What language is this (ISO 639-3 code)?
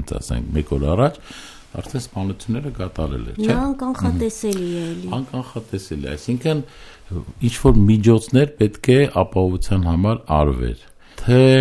hye